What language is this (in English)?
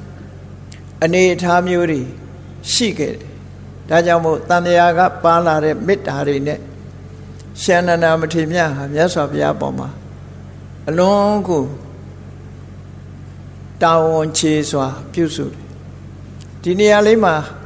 Burmese